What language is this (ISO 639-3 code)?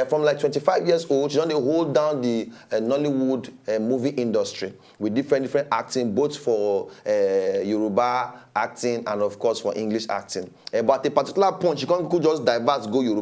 pcm